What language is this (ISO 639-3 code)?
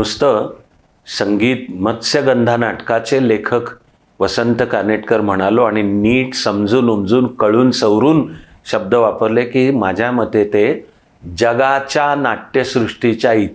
mar